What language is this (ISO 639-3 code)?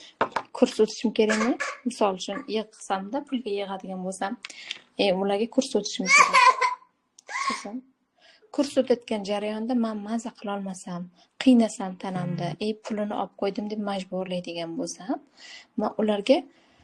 uzb